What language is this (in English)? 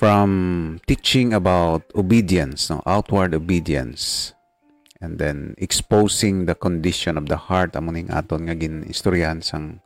Hiligaynon